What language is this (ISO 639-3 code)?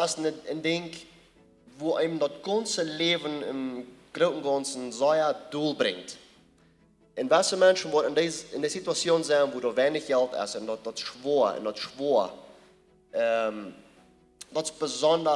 pdt